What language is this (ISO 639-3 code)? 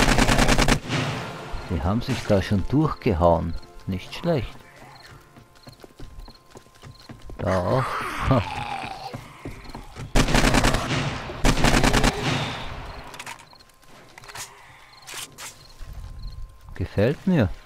deu